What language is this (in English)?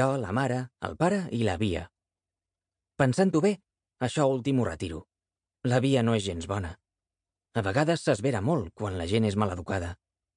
Catalan